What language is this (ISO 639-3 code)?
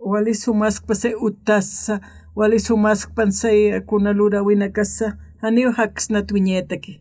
aym